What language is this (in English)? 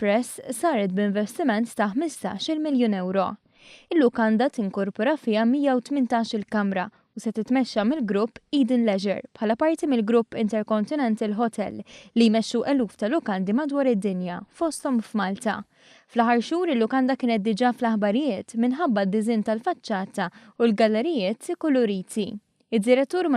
Maltese